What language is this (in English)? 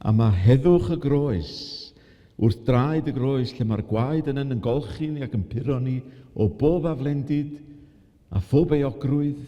Welsh